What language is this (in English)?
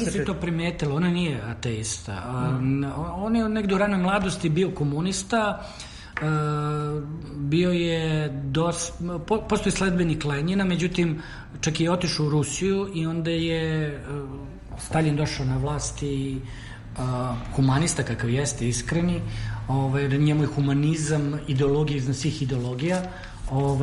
Serbian